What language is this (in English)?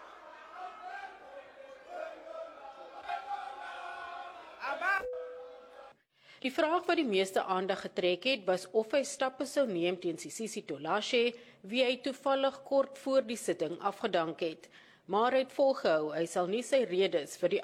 Afrikaans